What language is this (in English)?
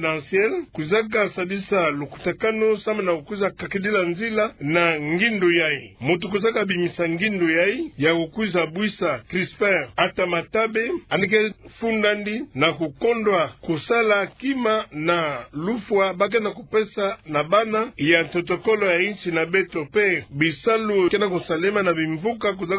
Kituba (Democratic Republic of Congo)